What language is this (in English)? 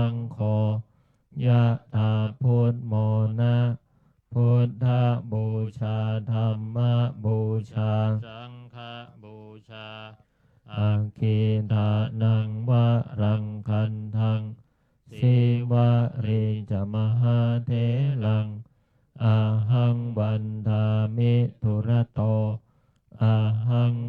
Pali